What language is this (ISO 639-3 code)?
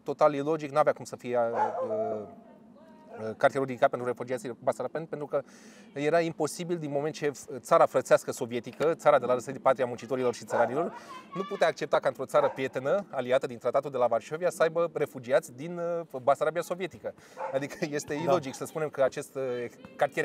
ron